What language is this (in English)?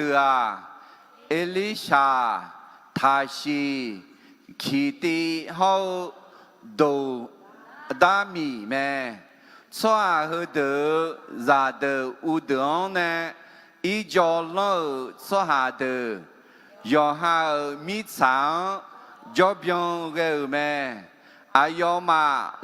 Akha